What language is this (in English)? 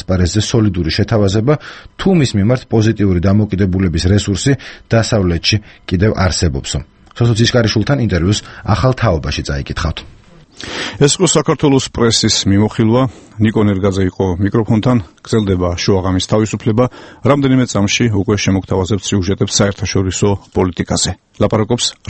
Georgian